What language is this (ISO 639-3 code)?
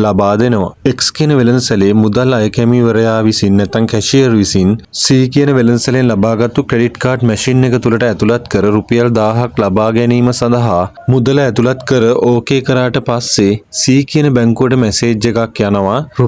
sin